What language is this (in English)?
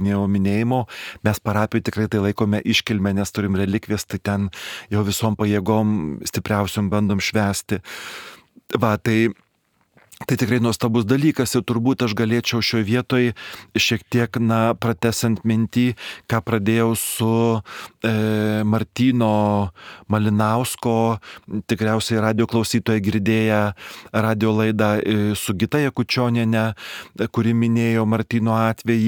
Lithuanian